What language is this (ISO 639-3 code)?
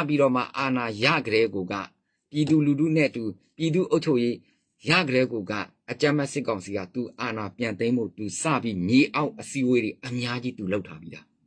mya